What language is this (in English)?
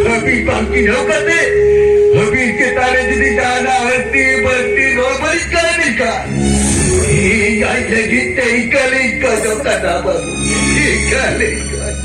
Santali